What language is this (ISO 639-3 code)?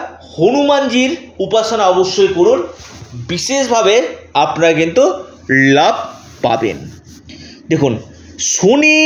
ben